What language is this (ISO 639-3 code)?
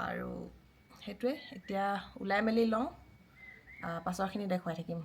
asm